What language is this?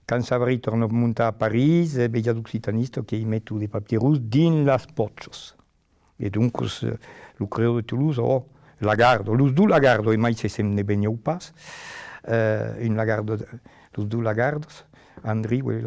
Occitan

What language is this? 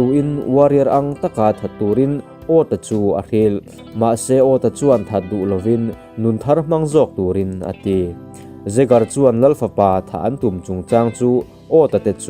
Mizo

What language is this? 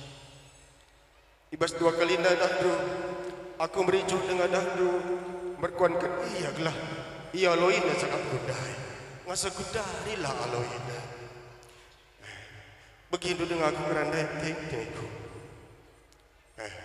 Batak Karo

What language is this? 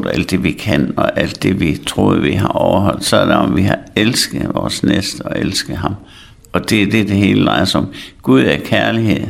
Danish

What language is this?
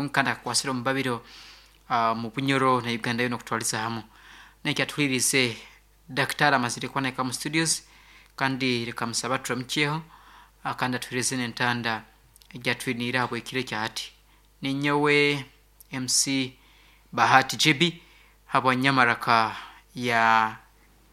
Nyankole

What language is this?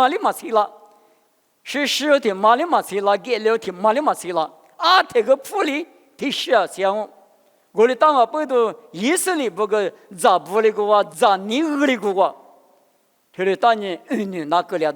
Lisu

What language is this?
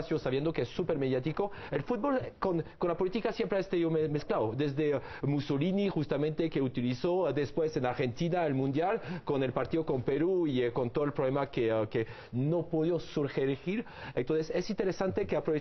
Spanish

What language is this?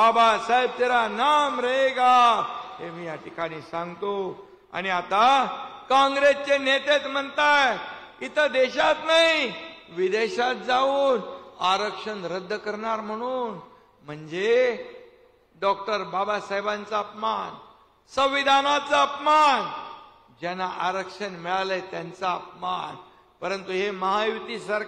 Marathi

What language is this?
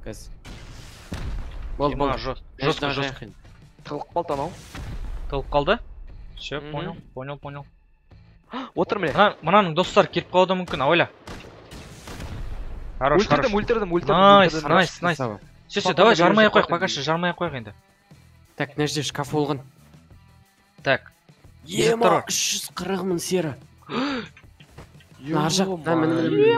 Kazakh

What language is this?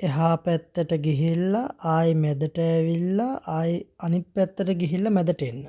Sinhala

